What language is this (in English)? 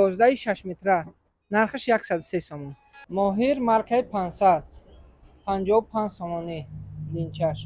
Tajik